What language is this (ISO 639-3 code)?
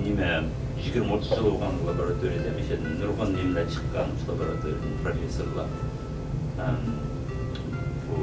uig